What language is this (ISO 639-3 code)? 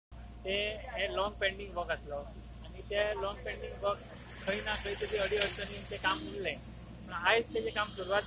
kok